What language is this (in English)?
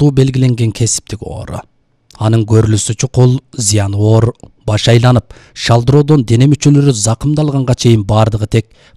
Kyrgyz